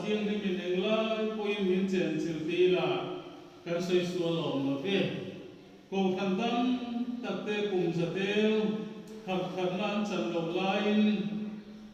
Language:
Mizo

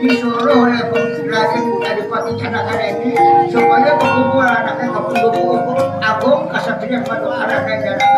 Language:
Banjar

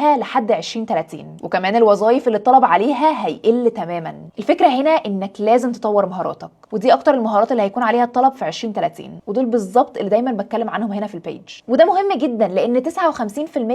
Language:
Egyptian Arabic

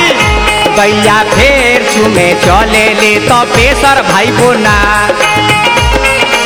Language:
Bhojpuri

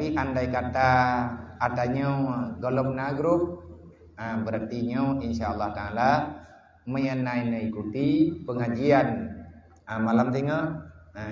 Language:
Achinese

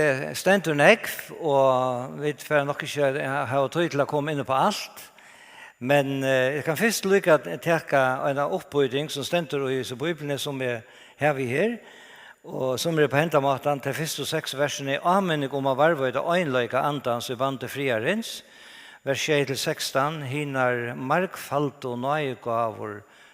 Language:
Faroese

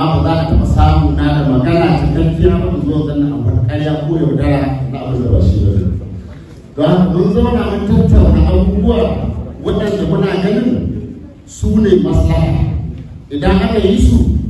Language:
Hausa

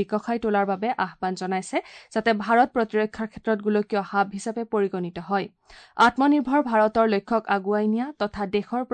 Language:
Assamese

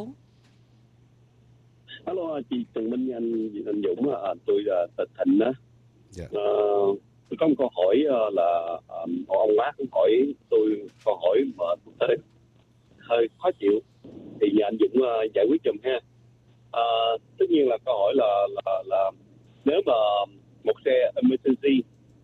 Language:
Vietnamese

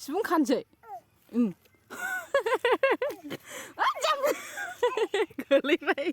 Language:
Bodo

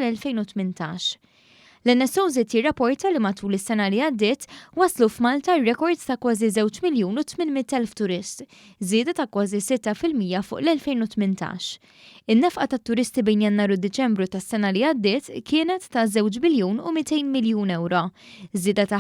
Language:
Maltese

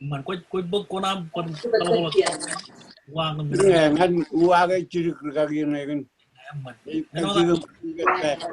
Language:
Marshallese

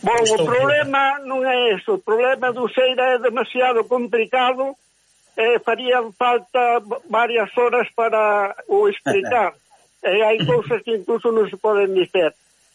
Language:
Galician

